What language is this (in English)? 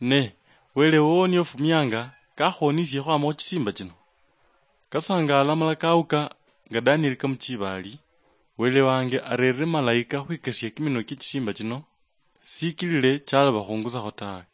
Luyia